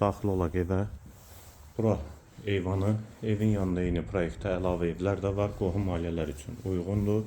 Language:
Azerbaijani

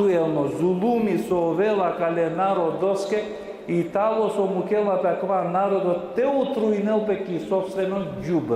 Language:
Balkan Romani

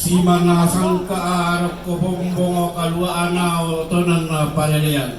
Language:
Toraja-Sa'dan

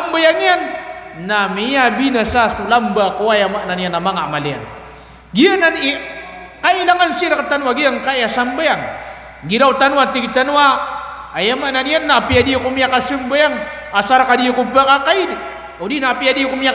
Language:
Maranao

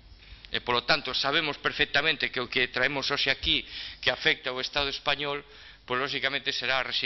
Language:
Galician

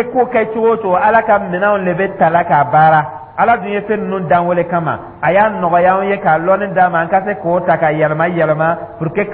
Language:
Dyula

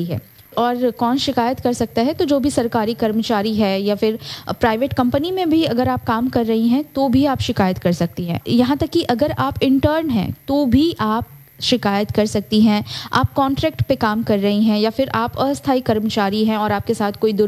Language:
Hindi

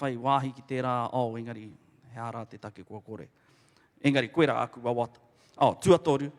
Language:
Māori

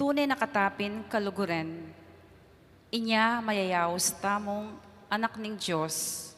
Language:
Pampanga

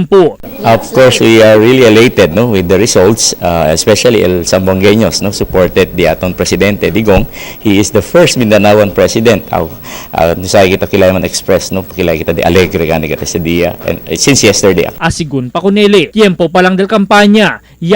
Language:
Chavacano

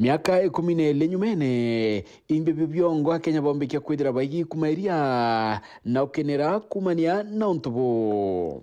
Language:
Meru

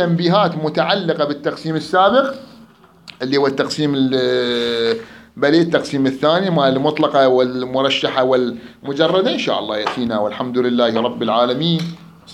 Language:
Mesopotamian Arabic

